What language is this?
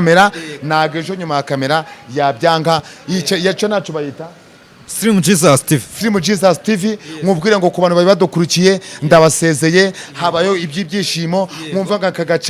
Kinyarwanda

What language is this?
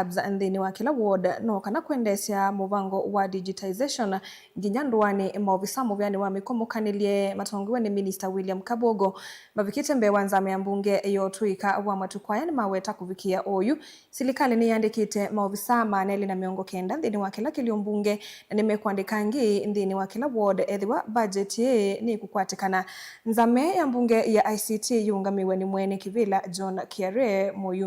Kamba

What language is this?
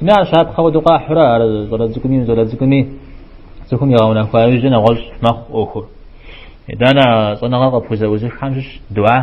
Kabardian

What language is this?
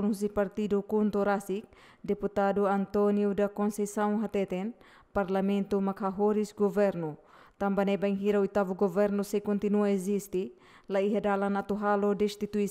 Tetum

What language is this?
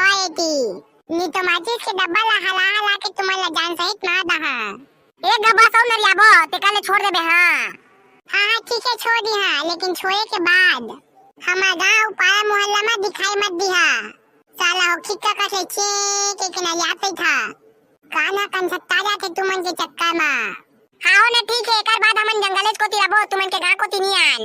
Chhattisgarhi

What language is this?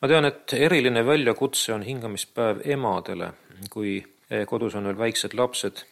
Estonian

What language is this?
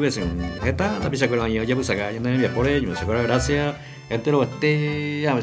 Guarani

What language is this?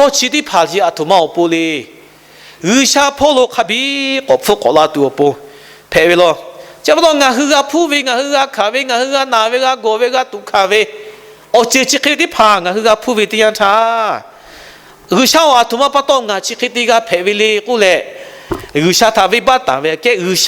Lahu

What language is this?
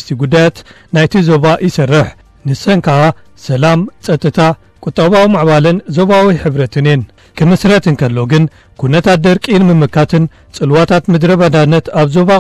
Tigrinya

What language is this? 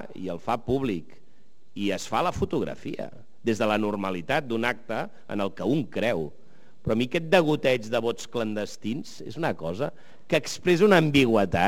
Catalan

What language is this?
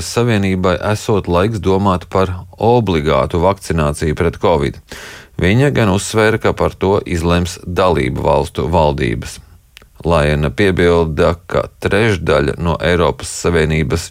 Latvian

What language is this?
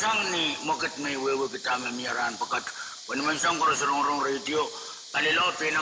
Pohnpeian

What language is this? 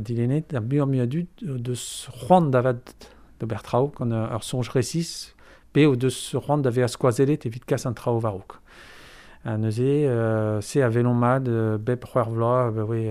Breton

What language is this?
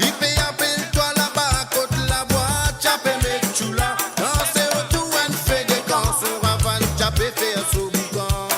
Morisyen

